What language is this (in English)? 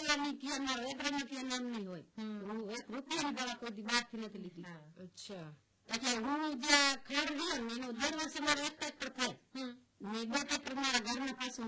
Gujarati